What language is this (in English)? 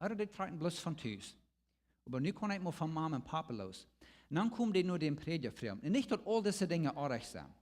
Plautdietsch